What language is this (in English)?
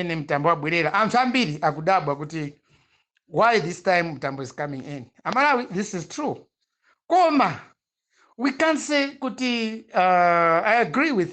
Nyanja